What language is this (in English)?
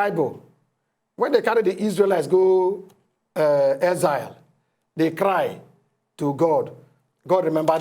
Nigerian Pidgin